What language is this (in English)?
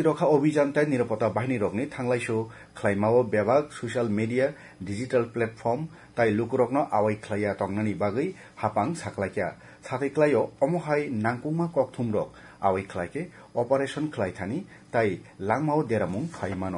Kok Borok